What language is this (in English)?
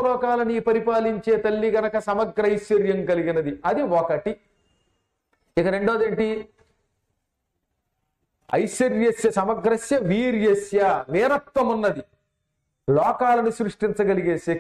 Telugu